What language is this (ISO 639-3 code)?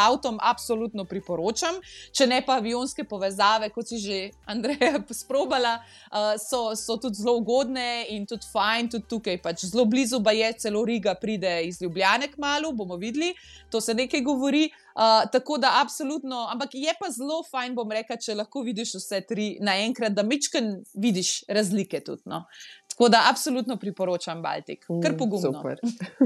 slv